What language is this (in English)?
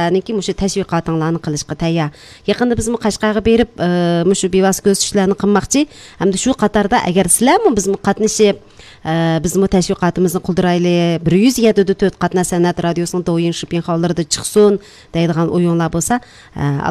Uyghur